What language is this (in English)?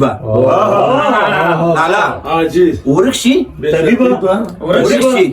Pashto